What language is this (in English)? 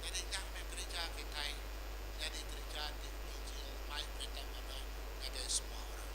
Iban